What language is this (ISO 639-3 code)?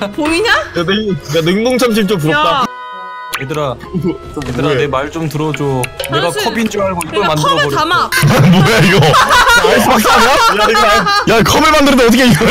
kor